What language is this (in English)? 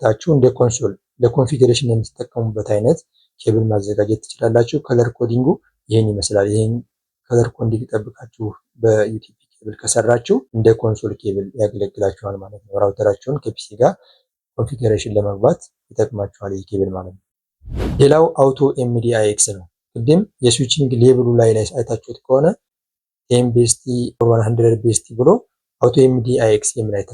Amharic